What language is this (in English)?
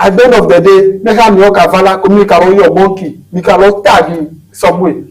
Ewe